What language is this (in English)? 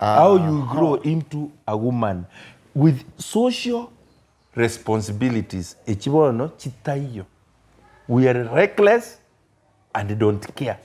Gusii